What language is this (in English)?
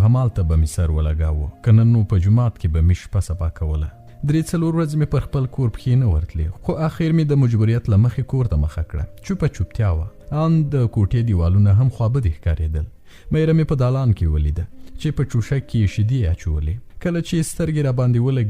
Pashto